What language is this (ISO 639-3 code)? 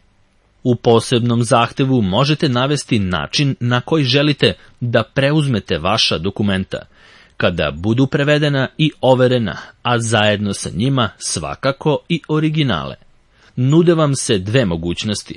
srp